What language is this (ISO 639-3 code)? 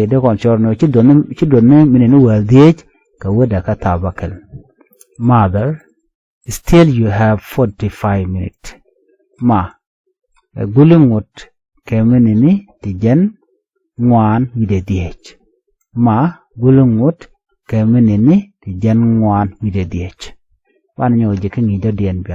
nus